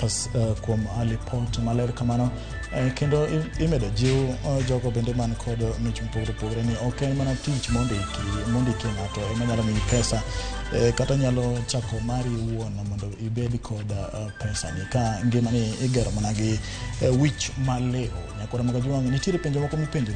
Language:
Luo (Kenya and Tanzania)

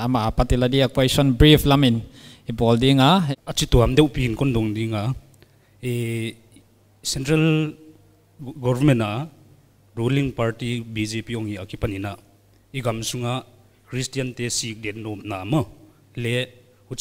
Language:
Paite Chin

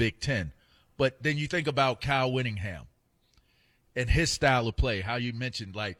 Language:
English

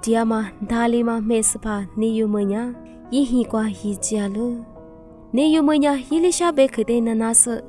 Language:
Lisu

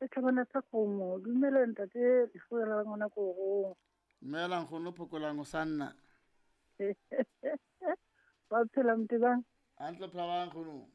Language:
Southern Sotho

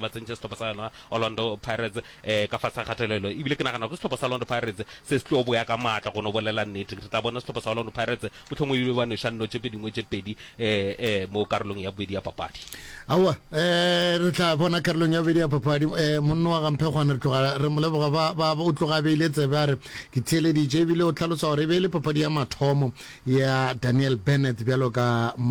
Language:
Northern Sotho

